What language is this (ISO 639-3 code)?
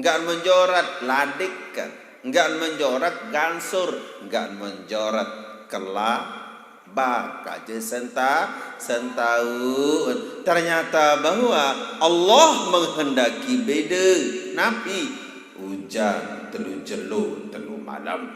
sas